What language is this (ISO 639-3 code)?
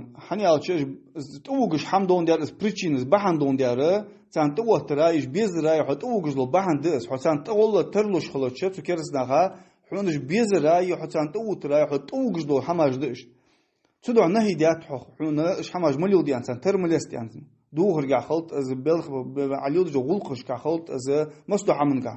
inh